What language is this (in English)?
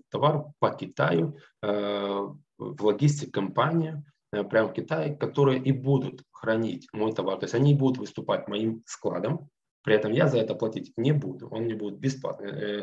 Russian